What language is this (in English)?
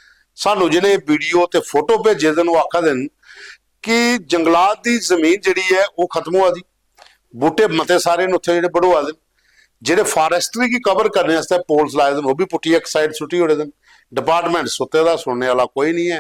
Dogri